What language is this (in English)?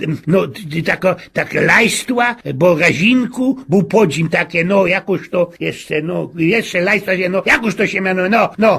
Silesian